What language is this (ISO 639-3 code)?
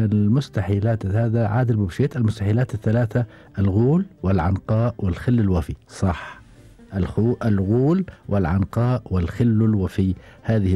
afb